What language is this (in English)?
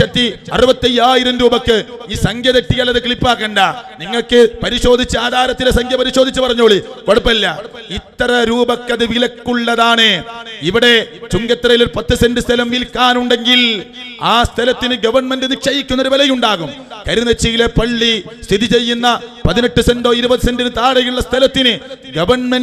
Malayalam